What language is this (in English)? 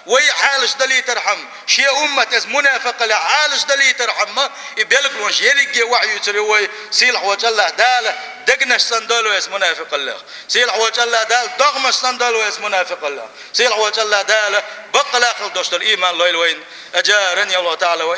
Chechen